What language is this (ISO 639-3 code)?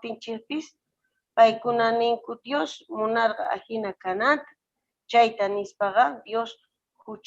que